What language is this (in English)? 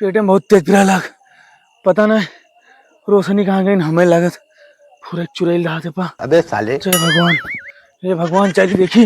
Awadhi